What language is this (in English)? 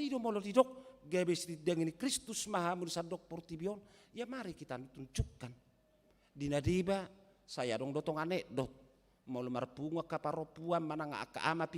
Batak Toba